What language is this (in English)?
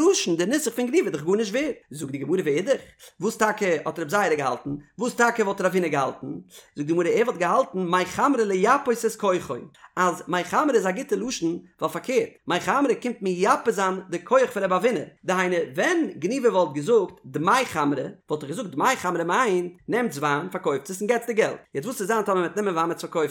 Yiddish